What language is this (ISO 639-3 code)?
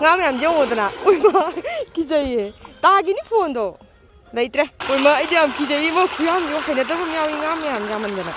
mni